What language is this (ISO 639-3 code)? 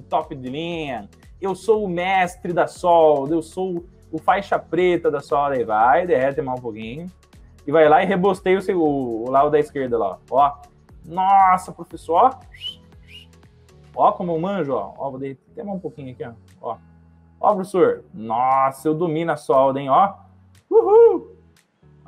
por